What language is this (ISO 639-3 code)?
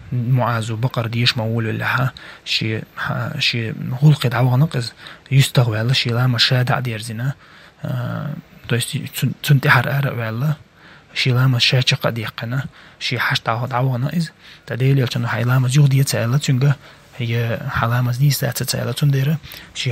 che